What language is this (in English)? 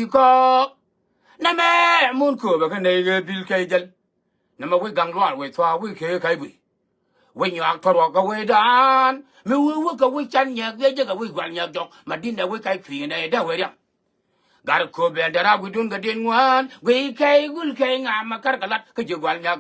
Nuer